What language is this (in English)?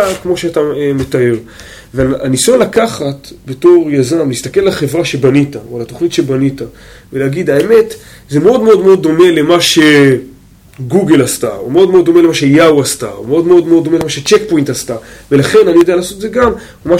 Hebrew